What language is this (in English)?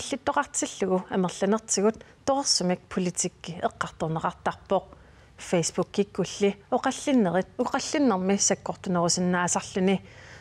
Kalaallisut